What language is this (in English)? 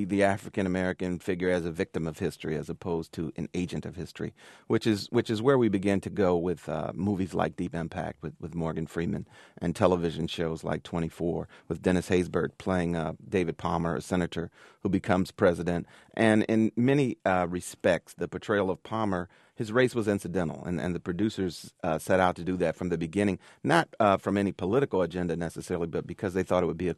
English